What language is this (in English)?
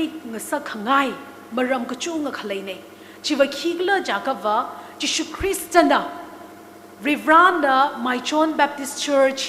Tangkhul Naga (India)